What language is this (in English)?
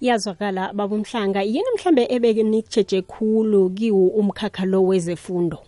South Ndebele